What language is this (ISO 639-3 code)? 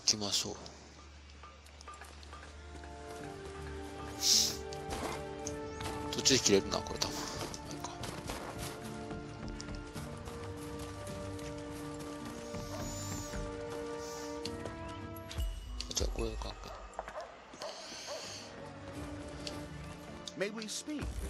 jpn